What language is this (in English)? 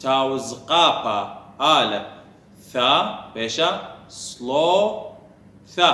Assyrian Neo-Aramaic